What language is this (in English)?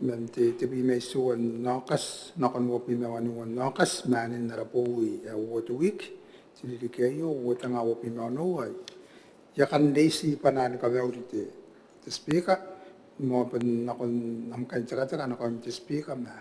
Gilbertese